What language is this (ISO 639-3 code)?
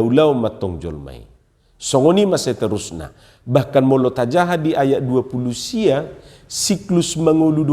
bbc